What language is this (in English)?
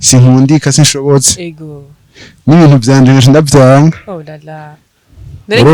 Rundi